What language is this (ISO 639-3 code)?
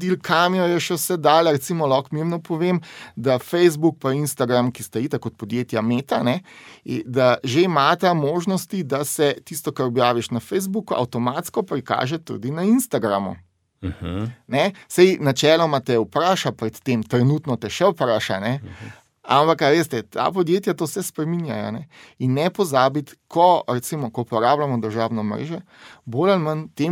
slv